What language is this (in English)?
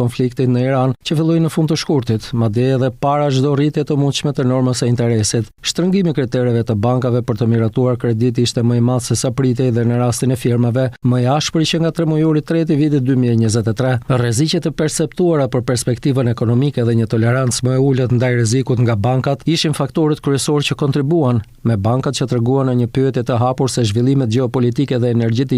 Albanian